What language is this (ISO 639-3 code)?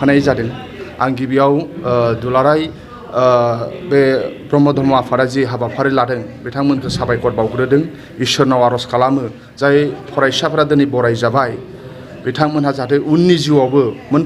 brx